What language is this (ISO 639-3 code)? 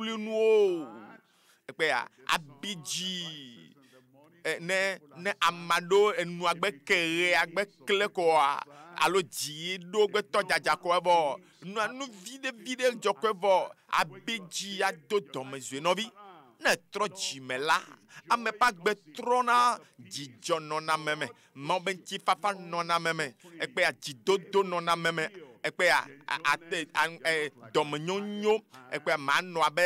ewe